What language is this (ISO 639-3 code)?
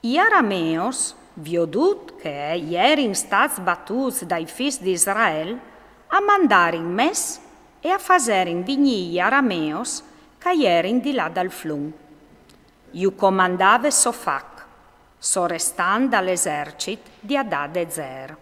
fur